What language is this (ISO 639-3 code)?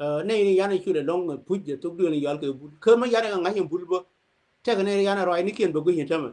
nus